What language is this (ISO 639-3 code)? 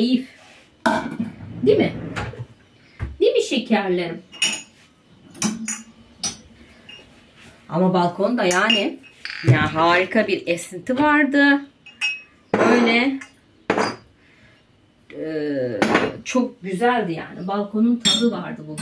tur